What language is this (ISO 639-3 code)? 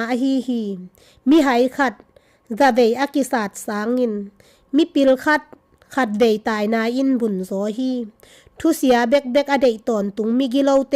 ctd